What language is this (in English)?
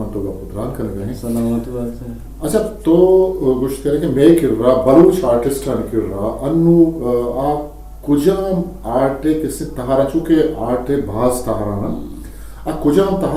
Eastern Balochi